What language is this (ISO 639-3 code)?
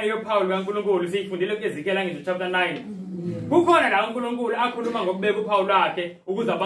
zul